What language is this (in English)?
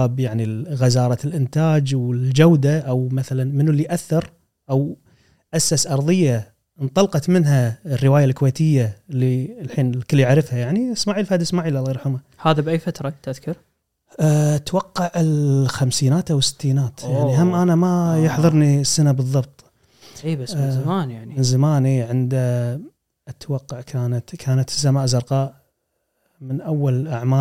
Gulf Arabic